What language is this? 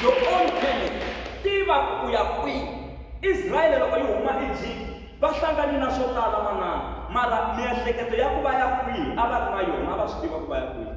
Tsonga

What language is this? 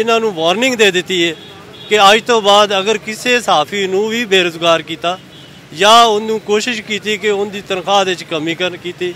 Western Panjabi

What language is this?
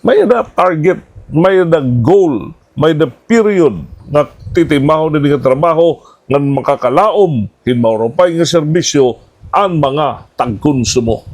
Waray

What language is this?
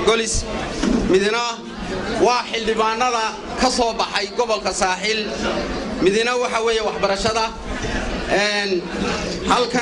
Somali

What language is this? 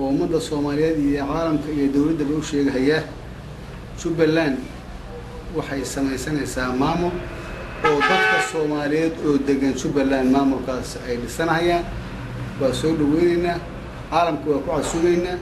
Somali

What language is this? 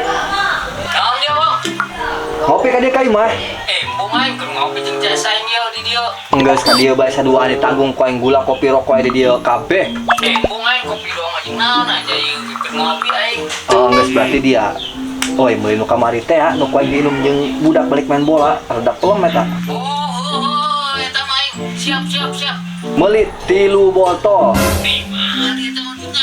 Sundanese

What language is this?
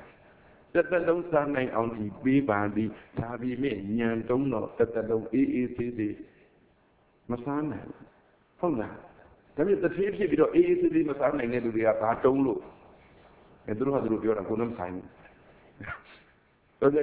Burmese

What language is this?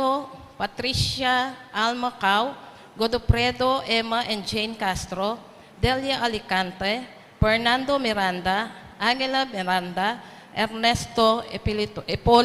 Pampanga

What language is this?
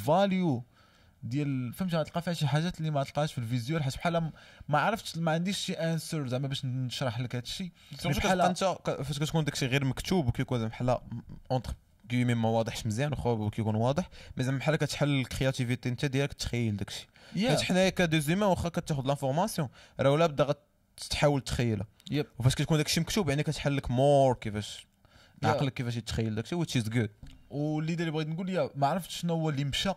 Moroccan Arabic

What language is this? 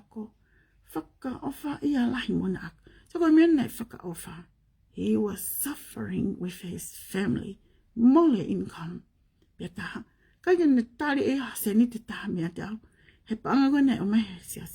Tongan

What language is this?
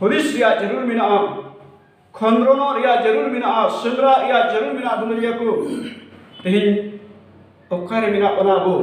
Santali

